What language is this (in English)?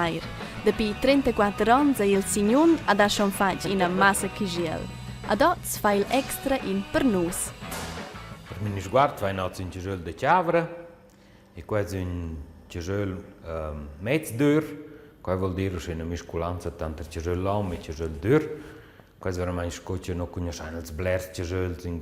Romansh